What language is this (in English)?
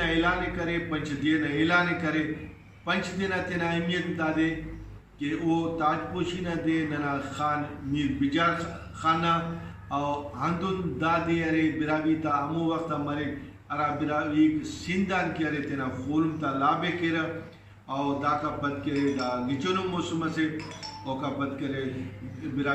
Brahui